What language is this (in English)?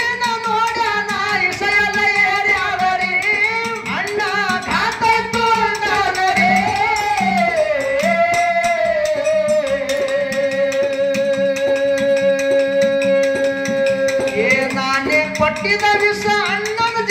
Kannada